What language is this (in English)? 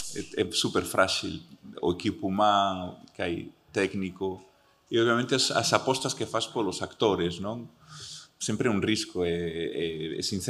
Galician